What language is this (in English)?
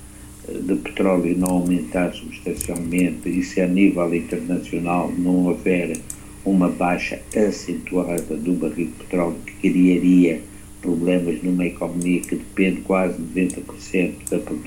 Portuguese